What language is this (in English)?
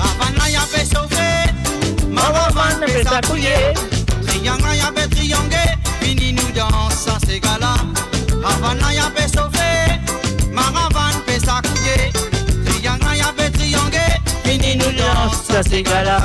Morisyen